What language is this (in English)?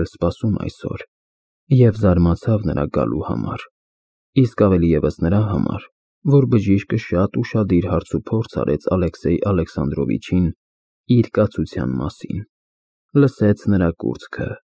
Armenian